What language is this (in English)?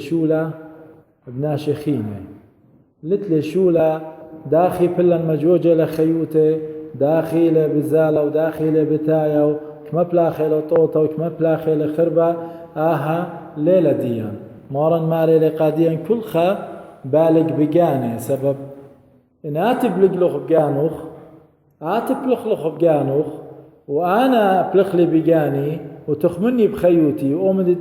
Assyrian Neo-Aramaic